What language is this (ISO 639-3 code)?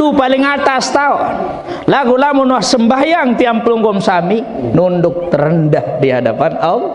sas